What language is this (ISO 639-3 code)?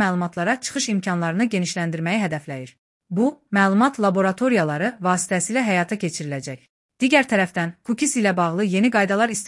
aze